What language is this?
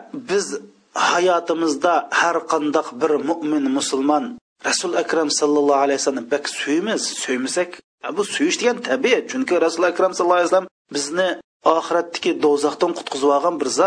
Uyghur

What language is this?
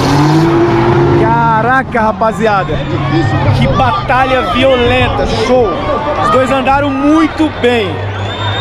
Portuguese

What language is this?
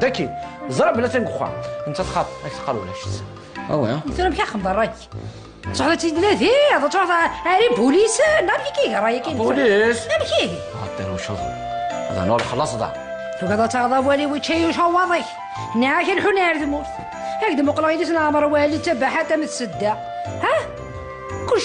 Kabyle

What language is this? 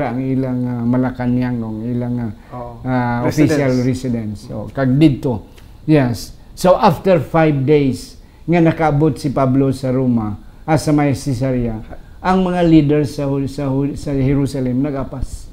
Hiligaynon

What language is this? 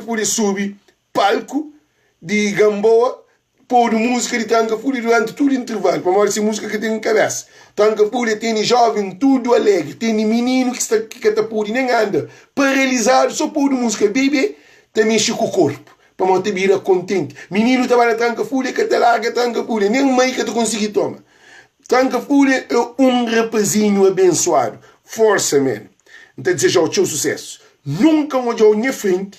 Kabuverdianu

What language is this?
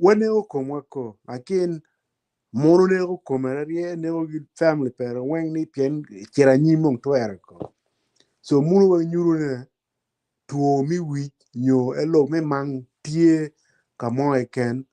Acoli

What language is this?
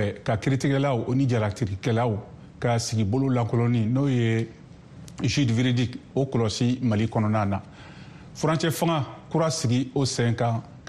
Bambara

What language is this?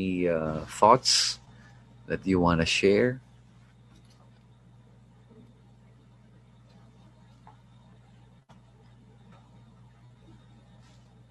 Filipino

